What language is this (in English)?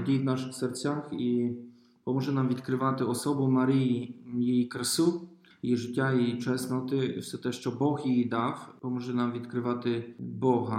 Ukrainian